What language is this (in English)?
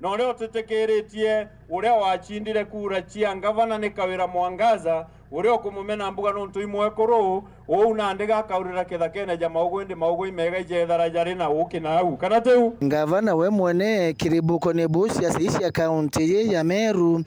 Meru